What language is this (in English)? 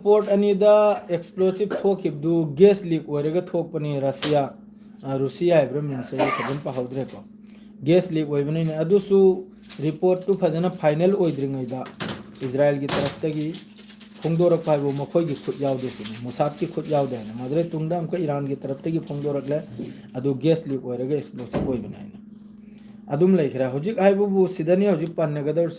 Manipuri